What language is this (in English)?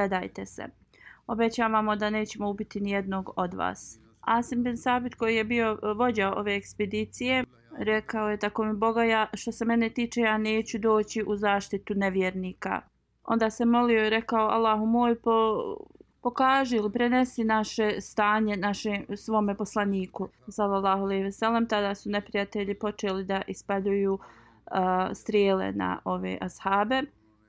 Bosnian